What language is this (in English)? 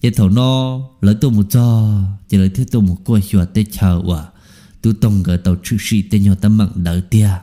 Hmong